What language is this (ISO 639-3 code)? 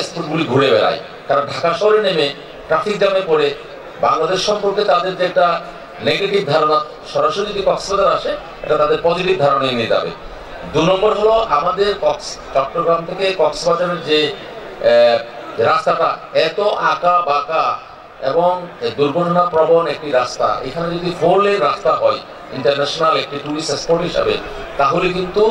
ben